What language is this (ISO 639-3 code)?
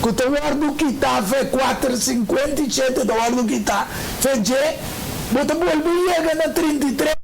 pap